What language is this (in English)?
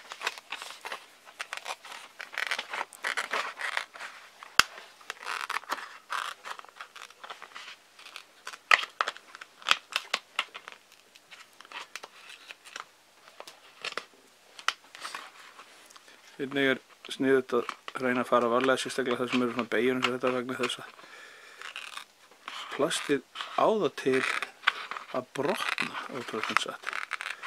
Icelandic